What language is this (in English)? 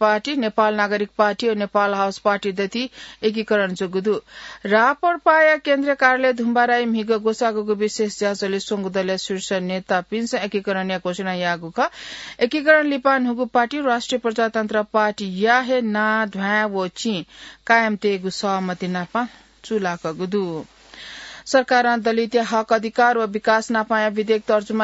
Newari